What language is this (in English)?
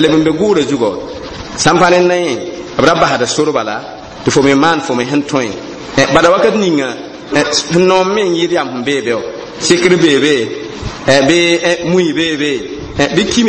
Mossi